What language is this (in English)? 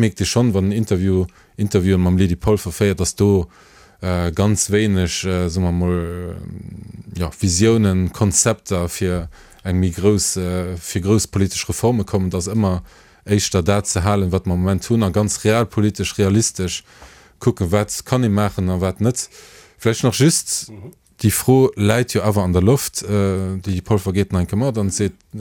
Luxembourgish